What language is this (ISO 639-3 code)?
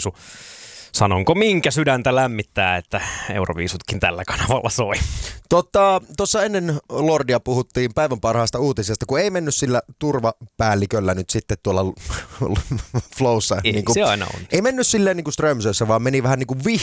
fin